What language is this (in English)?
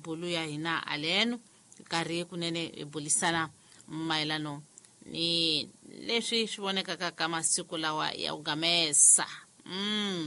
Tsonga